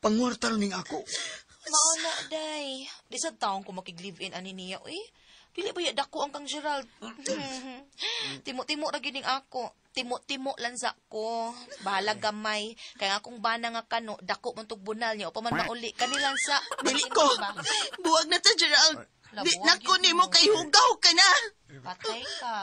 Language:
Cebuano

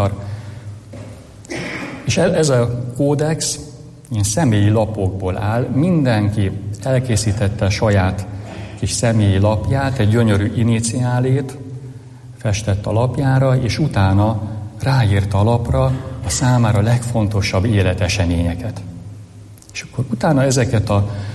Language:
Hungarian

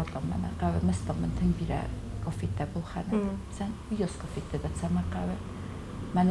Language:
Ossetic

